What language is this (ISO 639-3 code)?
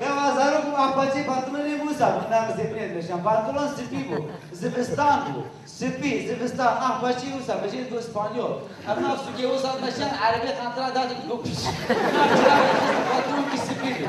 kur